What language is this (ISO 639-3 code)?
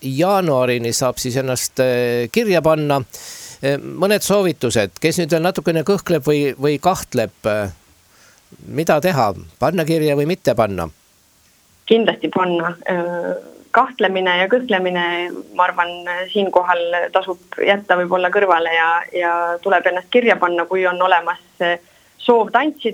est